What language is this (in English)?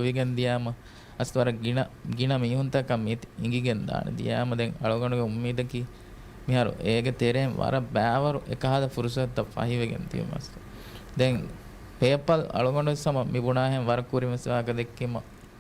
Divehi